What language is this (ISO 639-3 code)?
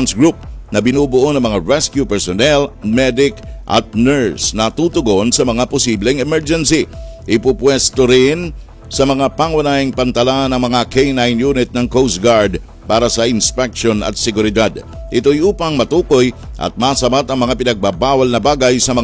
fil